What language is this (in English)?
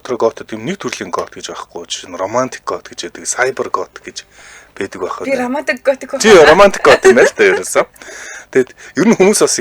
Mongolian